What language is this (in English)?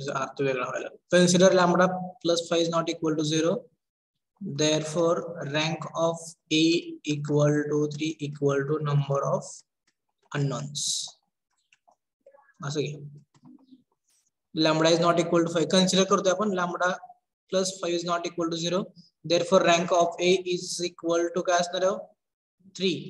Marathi